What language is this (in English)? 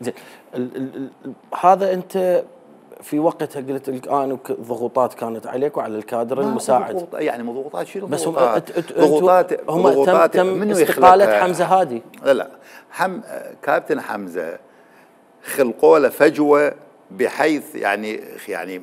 Mesopotamian Arabic